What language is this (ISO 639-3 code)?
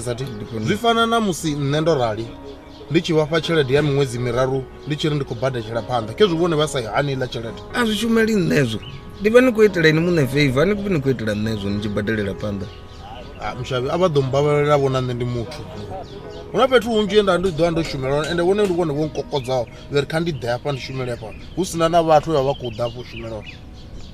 ven